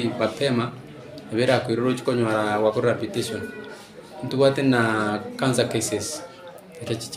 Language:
Gusii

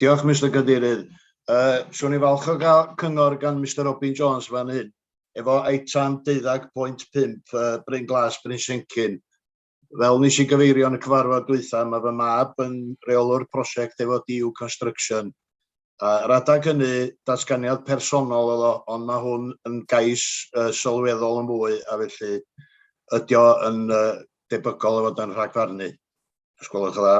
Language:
Welsh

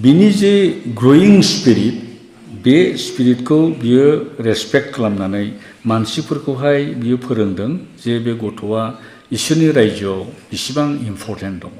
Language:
Bodo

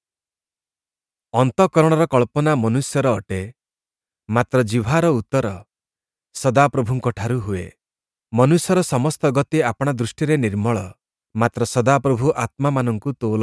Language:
Odia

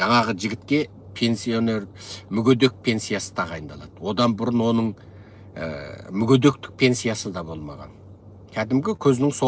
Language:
Kazakh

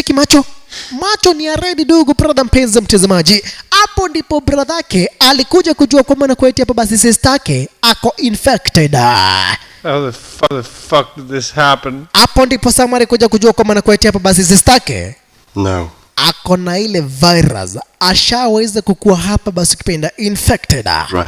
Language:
Swahili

